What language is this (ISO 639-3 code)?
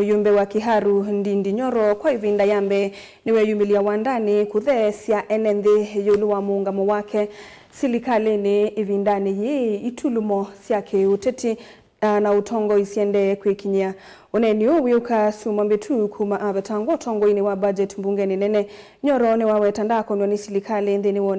kam